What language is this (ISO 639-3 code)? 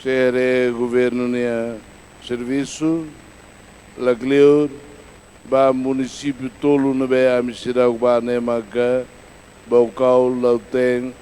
tet